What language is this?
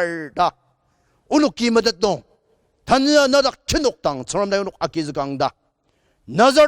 Ao Naga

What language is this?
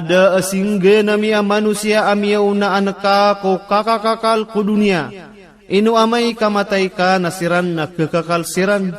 Maranao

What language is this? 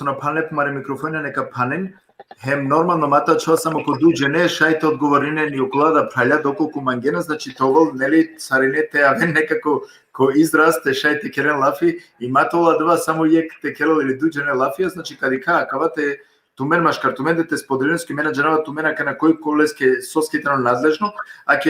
Balkan Romani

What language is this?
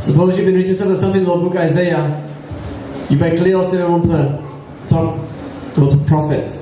Tok Pisin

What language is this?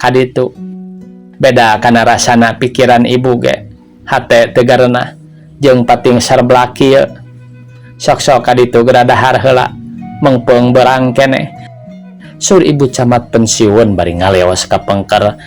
Sundanese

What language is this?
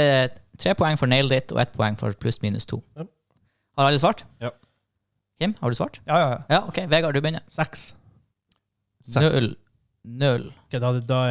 Norwegian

